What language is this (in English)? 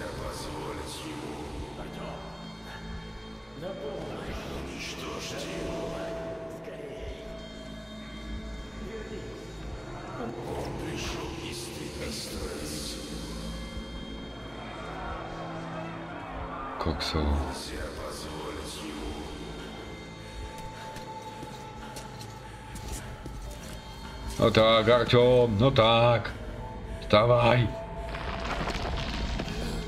Slovak